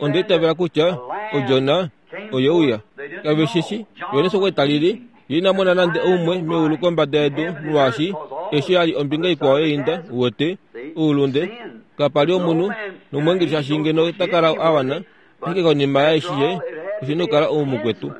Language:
Kuanyama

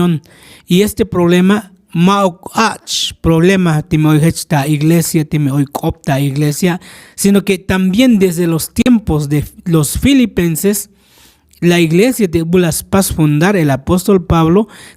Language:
Tzotzil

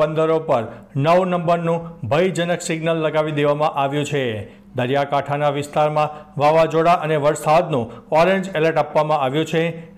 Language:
Gujarati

